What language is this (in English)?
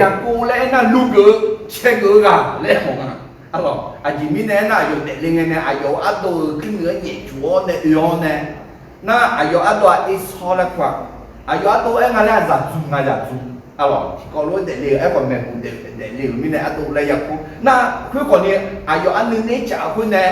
Akha